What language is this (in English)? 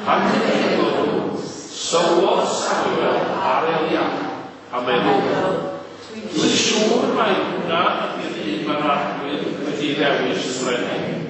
Welsh